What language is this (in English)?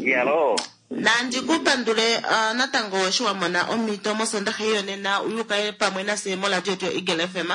Kuanyama